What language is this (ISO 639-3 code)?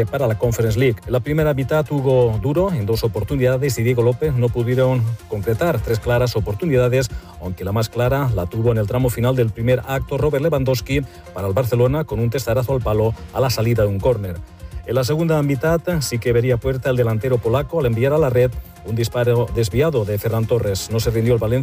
spa